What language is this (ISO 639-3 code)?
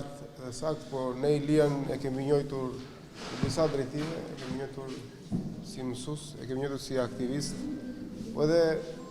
sqi